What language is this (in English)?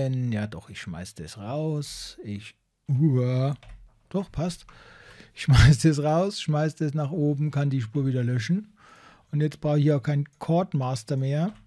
German